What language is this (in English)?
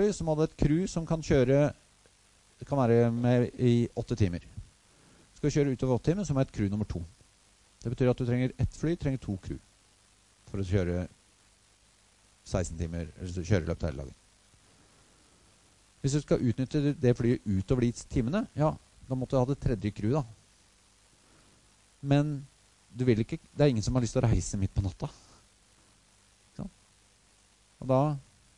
Norwegian